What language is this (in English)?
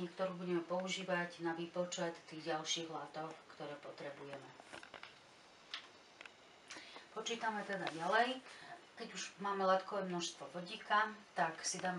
Slovak